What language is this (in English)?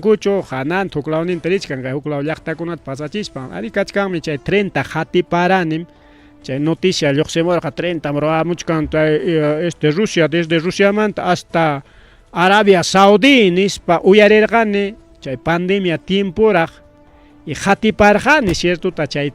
Ayacucho Quechua